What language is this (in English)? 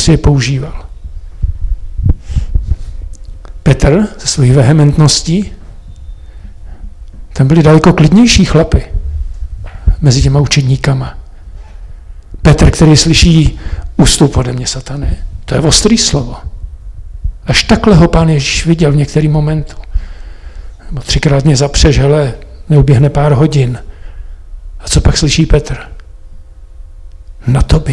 Czech